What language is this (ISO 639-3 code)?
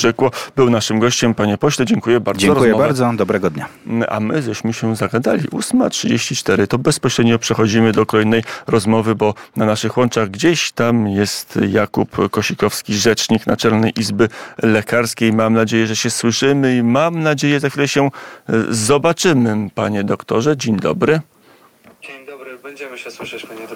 pol